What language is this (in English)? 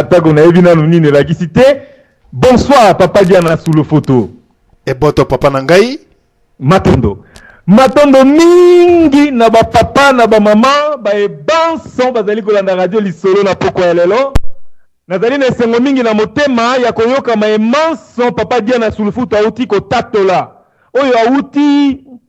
Lingala